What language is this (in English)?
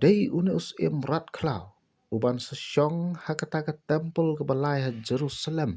Khasi